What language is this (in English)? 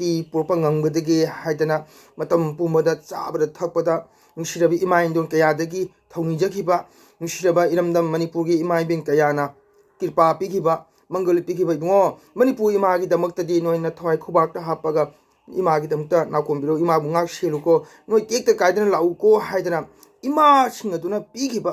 Manipuri